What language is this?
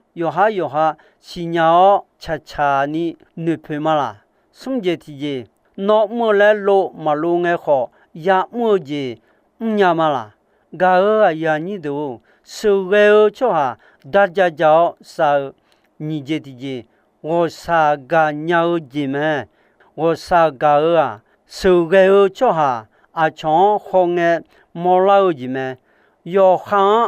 Akha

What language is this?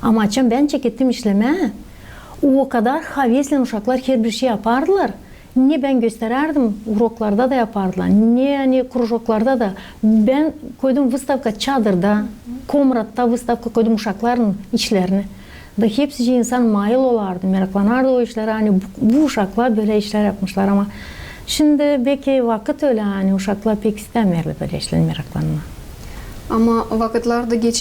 Gagauz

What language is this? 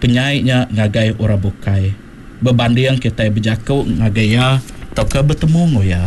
Iban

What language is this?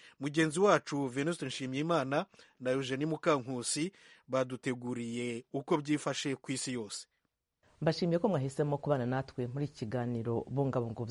Kinyarwanda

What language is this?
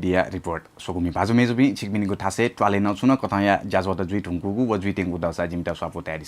Newari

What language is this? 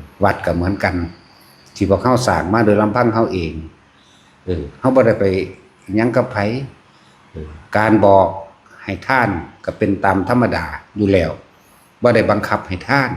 Northeastern Thai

